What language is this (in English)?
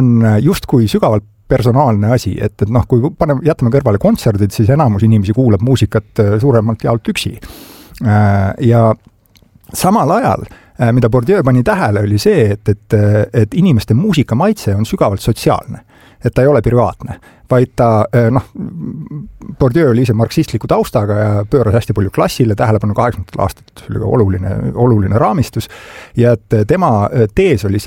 Estonian